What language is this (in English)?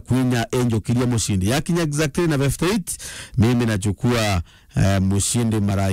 Meru